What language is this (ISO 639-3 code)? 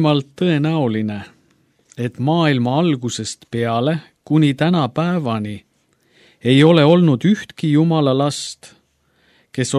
est